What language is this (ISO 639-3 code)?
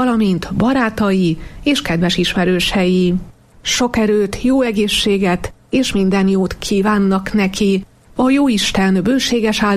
hun